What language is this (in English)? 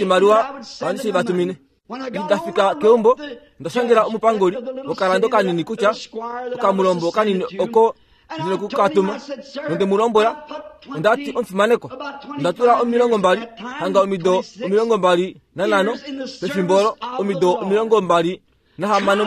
Kuanyama